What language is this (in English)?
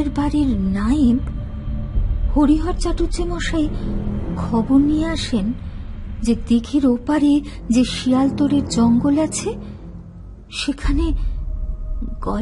Bangla